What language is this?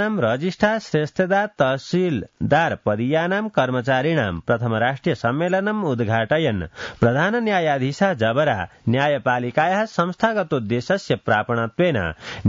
Sanskrit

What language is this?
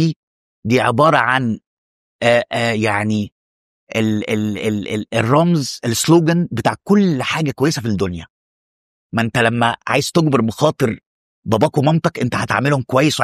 Egyptian Arabic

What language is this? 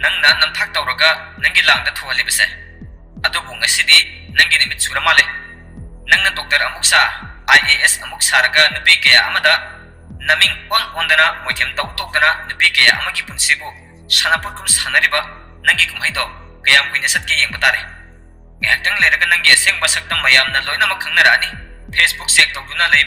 Manipuri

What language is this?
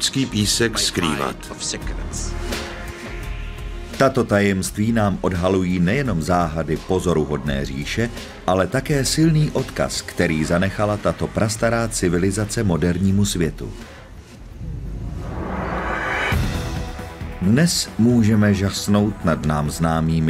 Czech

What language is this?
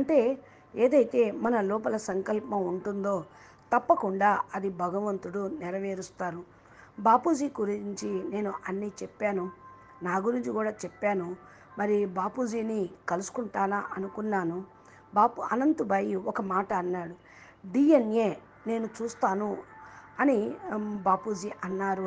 Telugu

